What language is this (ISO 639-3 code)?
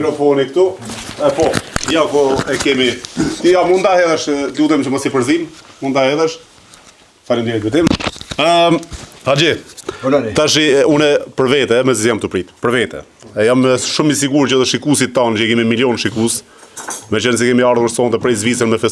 sqi